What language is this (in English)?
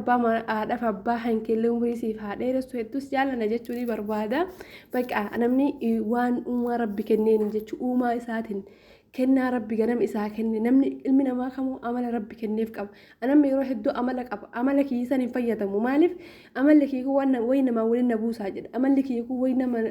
Oromo